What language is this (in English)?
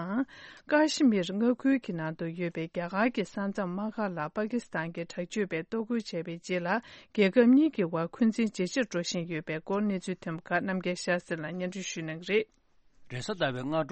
Tibetan